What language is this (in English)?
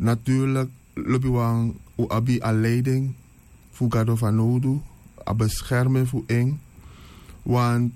Sranan Tongo